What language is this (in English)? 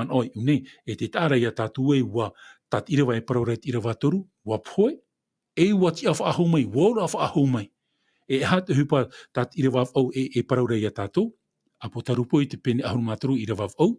Tahitian